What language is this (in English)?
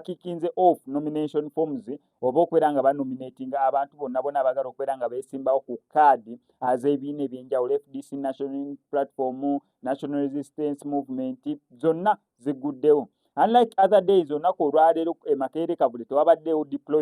Ganda